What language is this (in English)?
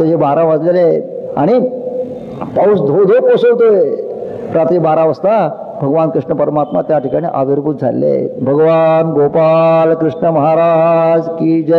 Marathi